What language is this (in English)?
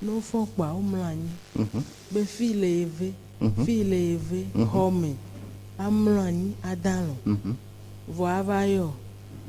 Ewe